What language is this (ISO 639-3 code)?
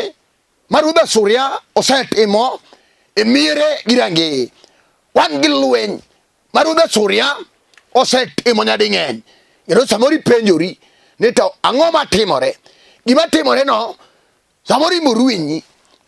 luo